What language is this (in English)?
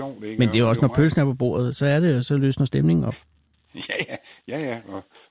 Danish